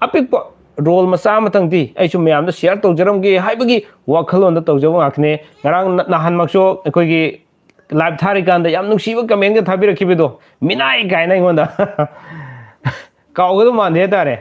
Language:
Manipuri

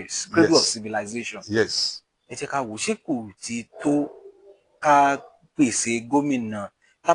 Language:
Yoruba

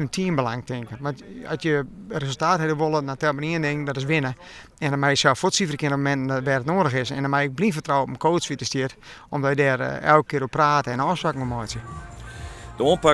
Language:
Western Frisian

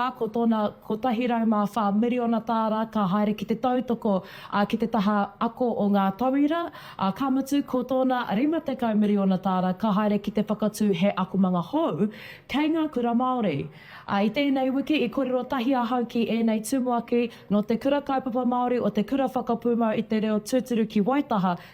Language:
Māori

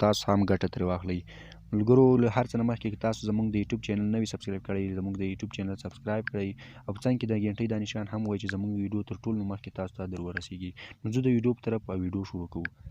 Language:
Pashto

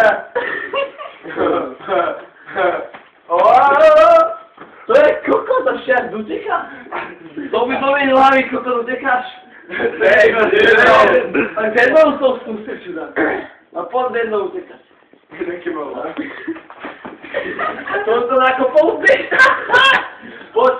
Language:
Czech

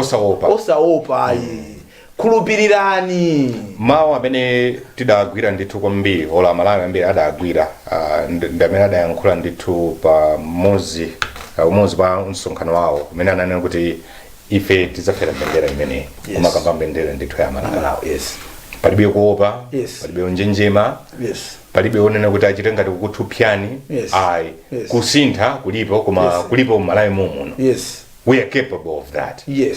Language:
Nyanja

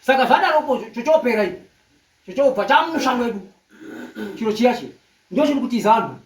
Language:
Shona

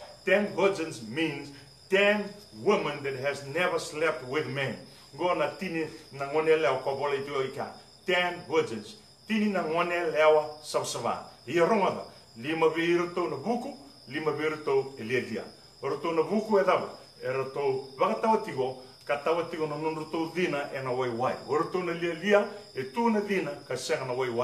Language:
Fijian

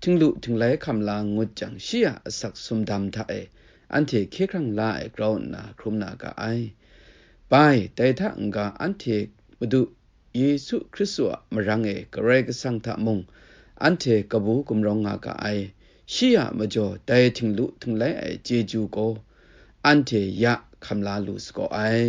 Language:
Kachin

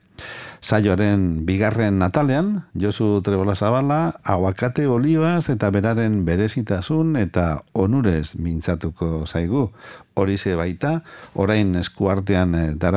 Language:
Basque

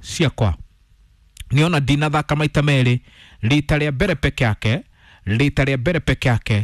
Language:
Kikuyu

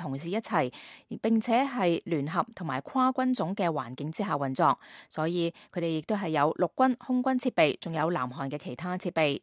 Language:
Cantonese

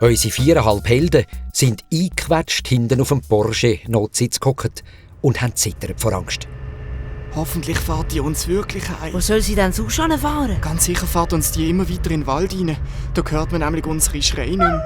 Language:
Swiss German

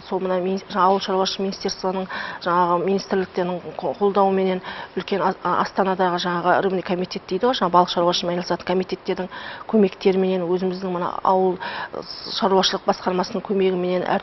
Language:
Kazakh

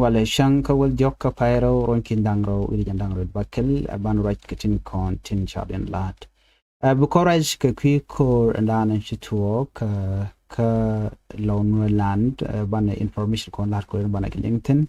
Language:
Nuer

